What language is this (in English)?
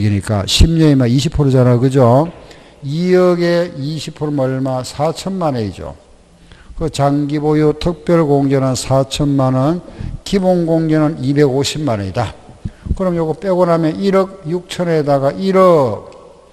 Korean